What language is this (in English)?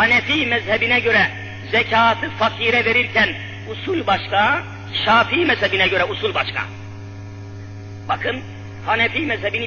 Turkish